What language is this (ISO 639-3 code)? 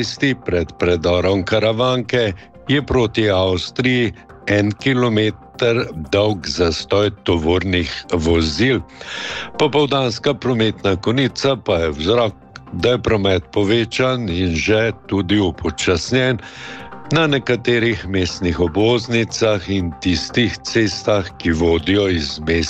slv